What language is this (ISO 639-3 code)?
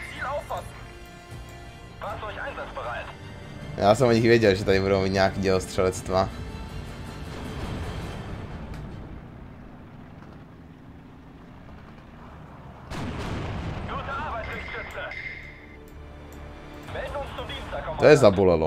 ces